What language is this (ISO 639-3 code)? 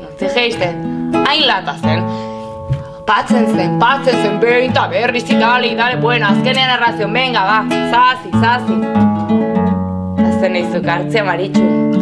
eus